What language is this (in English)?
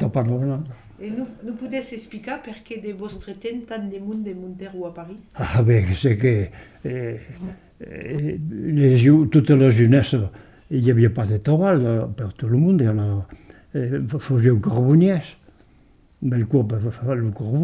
Occitan